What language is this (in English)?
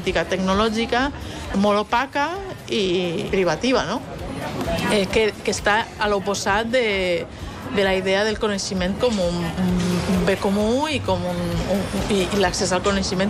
Catalan